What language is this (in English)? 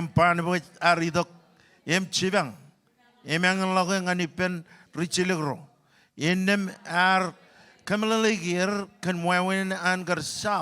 Marshallese